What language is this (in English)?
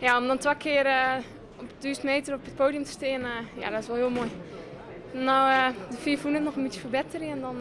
Western Frisian